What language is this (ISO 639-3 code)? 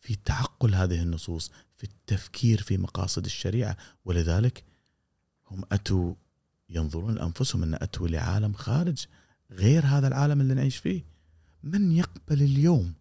afb